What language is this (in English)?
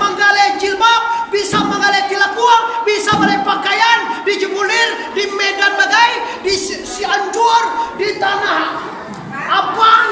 Minangkabau